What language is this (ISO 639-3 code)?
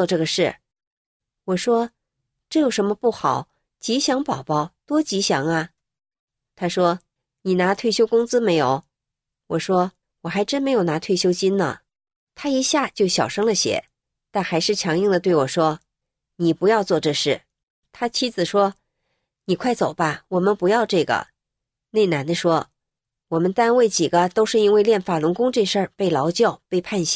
zho